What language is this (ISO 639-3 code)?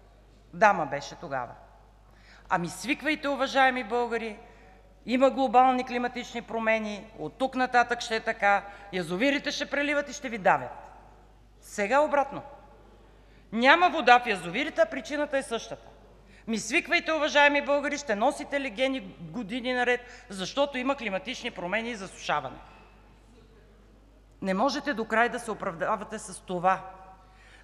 bul